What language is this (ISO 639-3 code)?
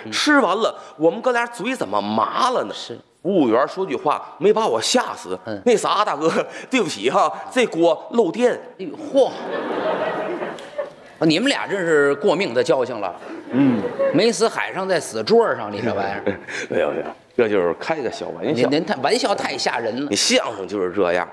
zho